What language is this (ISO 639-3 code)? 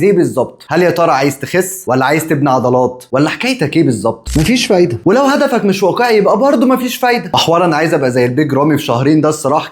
arz